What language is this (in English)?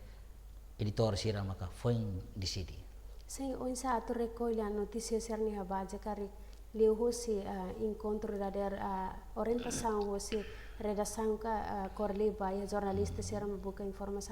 Tetum